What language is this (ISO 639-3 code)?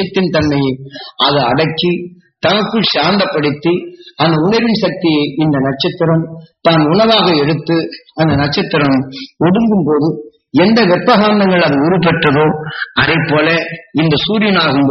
tam